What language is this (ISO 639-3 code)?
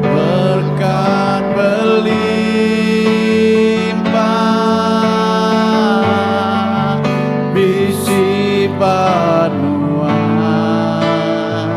iba